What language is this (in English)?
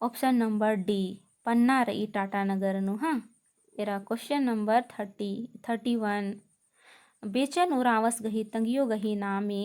Kurukh